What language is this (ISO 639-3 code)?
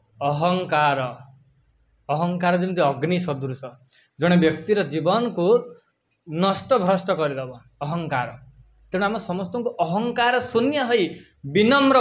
ori